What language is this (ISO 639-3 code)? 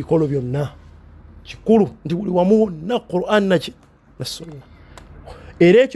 lug